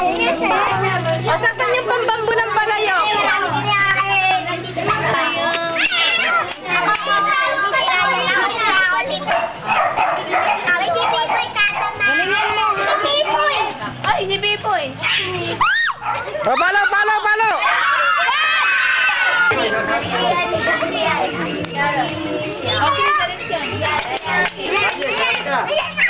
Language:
Filipino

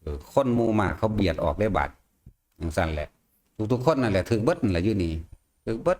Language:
Northeastern Thai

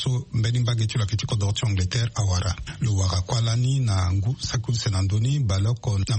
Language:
Sango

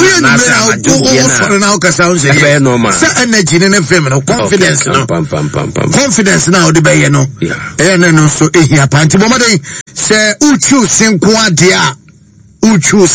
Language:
Akan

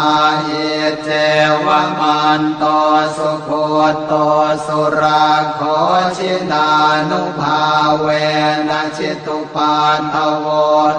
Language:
Pali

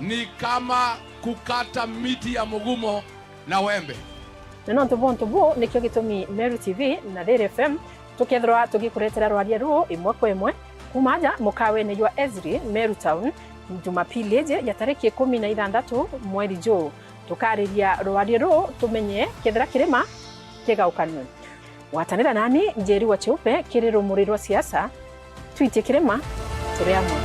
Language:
Meru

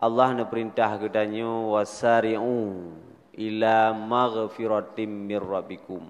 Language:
Achinese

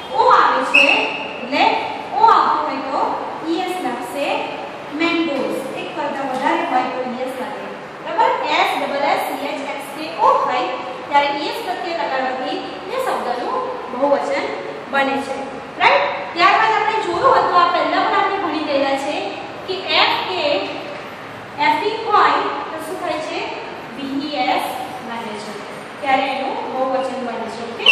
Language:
Gujarati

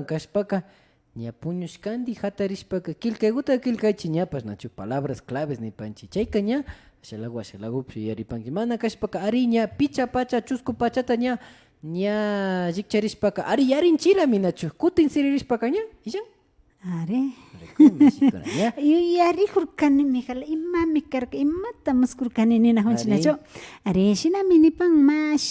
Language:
Imbabura Highland Quichua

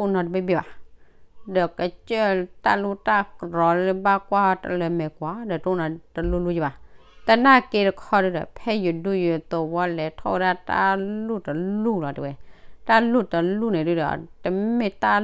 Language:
S'gaw Karen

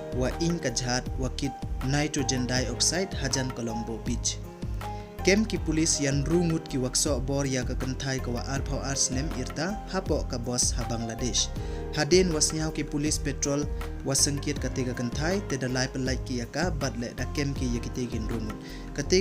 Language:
Pnar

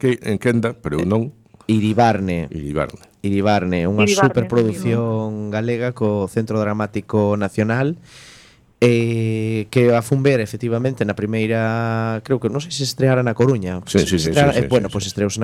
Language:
Galician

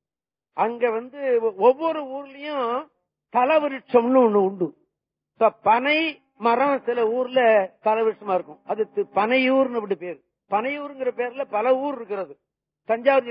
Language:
Tamil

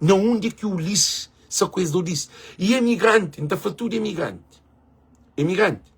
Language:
Kabuverdianu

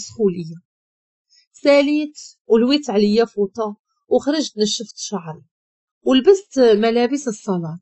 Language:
Moroccan Arabic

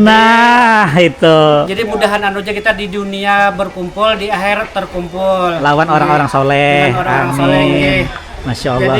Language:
Banjar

